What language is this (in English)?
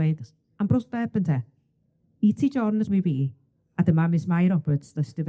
Welsh